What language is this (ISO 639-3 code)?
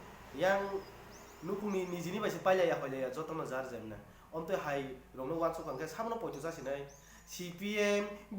trp